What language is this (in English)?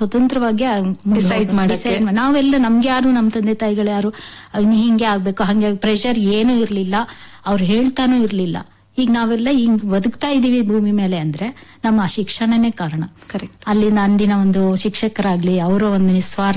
Kannada